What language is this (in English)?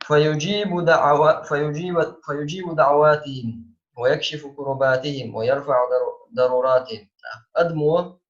Chechen